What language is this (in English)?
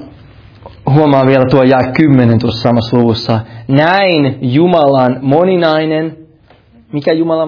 Finnish